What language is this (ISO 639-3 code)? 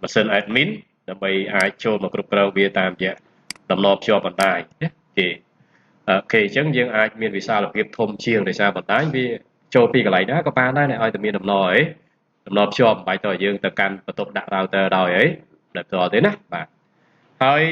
khm